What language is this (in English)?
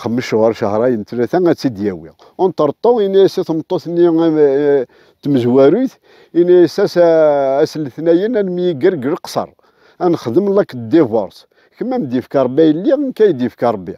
Kabyle